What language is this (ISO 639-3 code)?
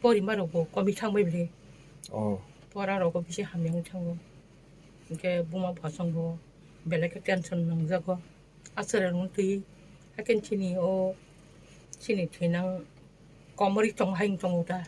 trp